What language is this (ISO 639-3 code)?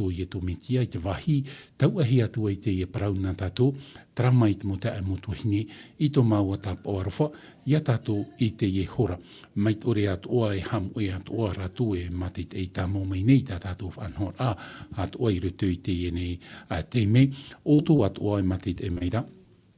tah